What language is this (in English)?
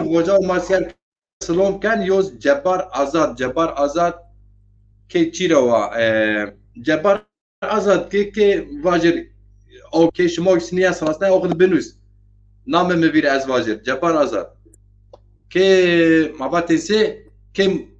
Zaza